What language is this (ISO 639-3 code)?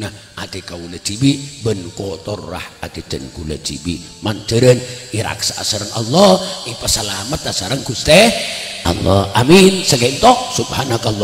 mad